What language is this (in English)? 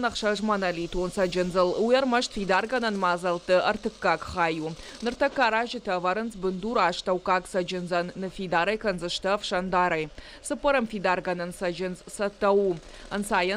Ossetic